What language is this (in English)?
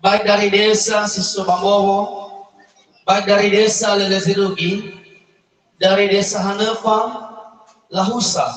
Nias